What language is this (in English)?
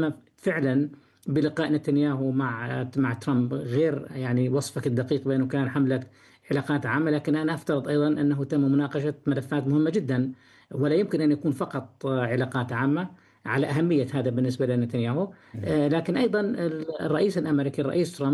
Arabic